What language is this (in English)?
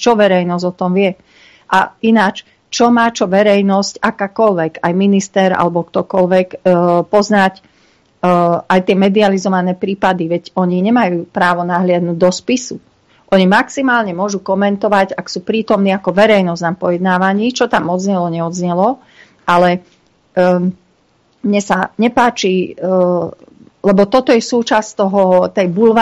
Slovak